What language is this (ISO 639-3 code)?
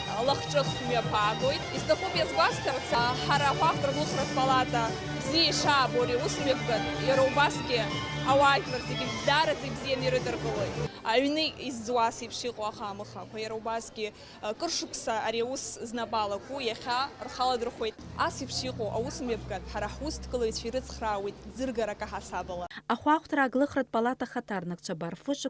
abk